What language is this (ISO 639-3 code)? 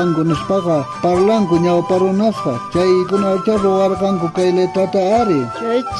quh